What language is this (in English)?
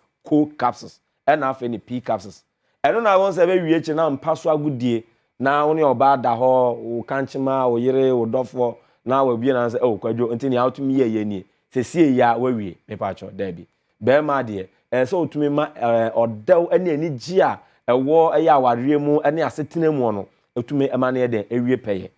Akan